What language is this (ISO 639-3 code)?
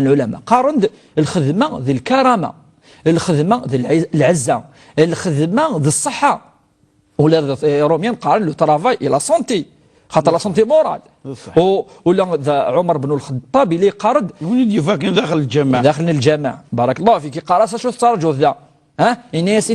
kab